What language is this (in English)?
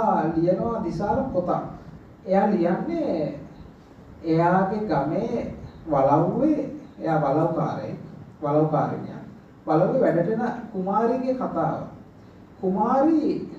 Sinhala